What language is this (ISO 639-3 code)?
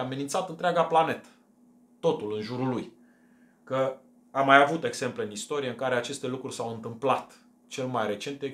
ron